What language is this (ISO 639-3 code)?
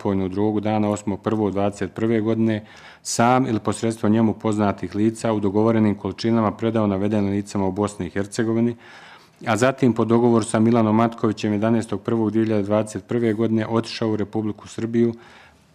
bos